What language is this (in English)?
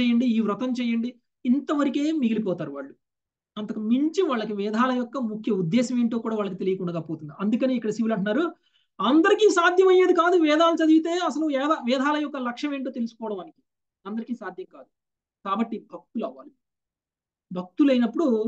Telugu